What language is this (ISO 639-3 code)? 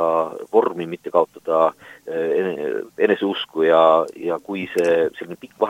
est